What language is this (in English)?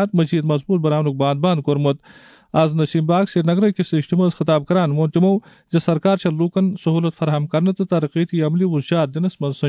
Kashmiri